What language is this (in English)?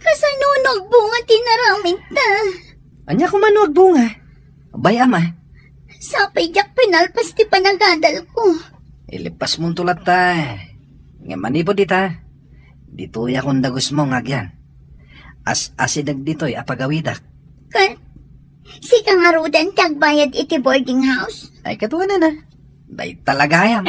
Iloko